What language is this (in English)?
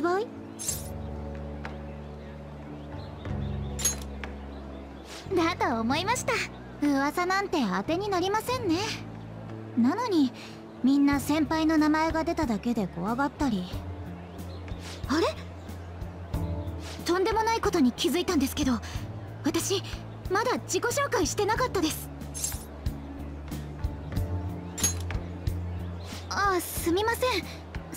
Japanese